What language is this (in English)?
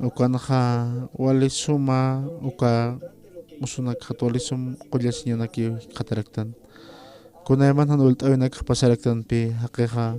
Aymara